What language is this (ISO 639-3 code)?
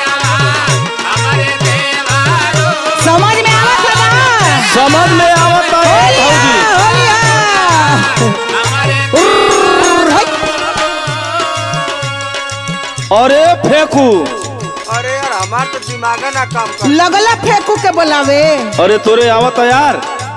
bho